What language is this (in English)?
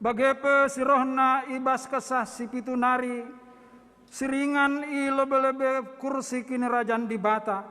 Batak Karo